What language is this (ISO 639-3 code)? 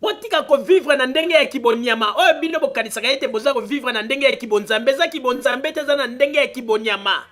lin